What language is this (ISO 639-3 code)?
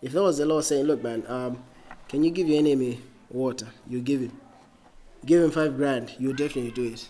eng